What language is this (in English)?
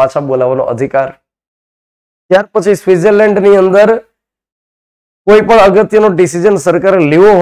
Gujarati